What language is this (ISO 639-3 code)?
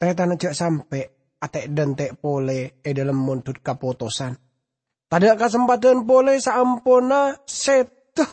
mad